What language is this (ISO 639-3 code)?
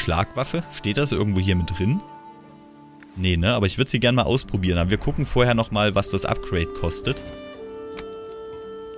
deu